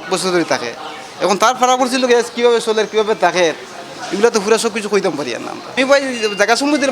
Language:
Sylheti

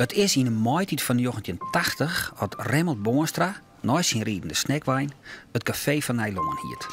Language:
Western Frisian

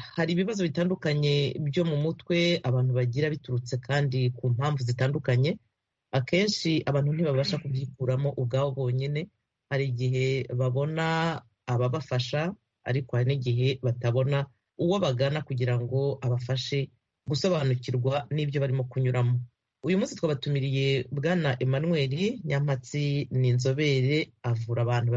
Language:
Kinyarwanda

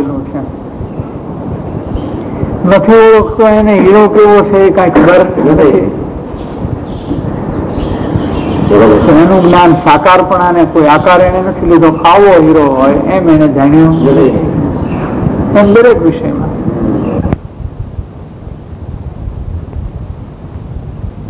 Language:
Gujarati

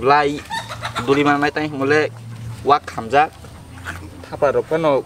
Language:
Kok Borok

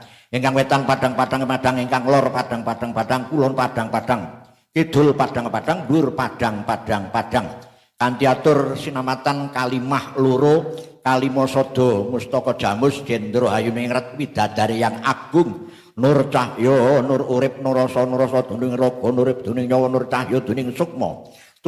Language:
Javanese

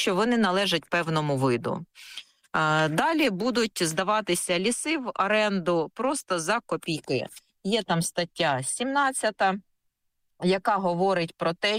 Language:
Ukrainian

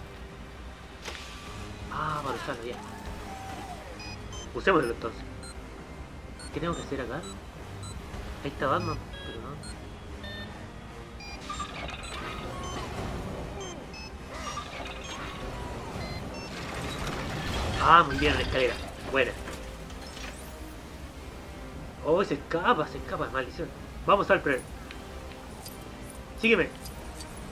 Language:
Spanish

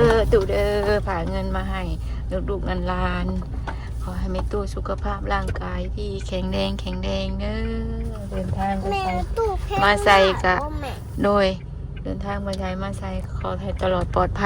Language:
Northeastern Thai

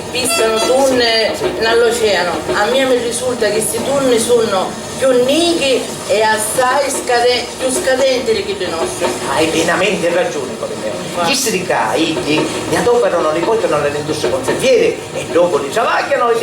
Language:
Sicilian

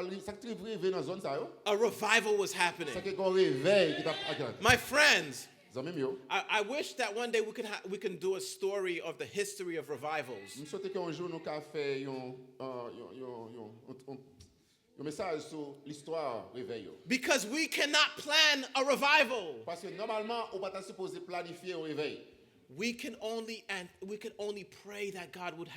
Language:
Haitian Creole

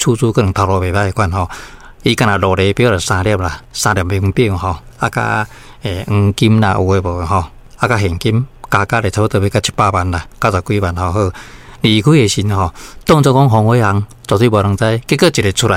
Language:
Min Nan Chinese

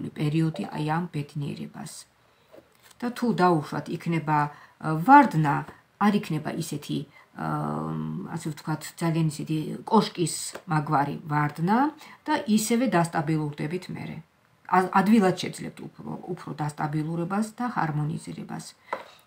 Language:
Georgian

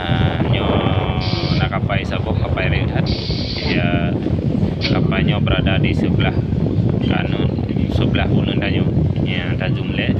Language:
Achinese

